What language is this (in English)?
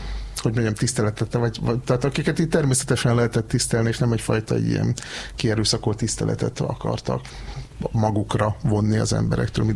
Hungarian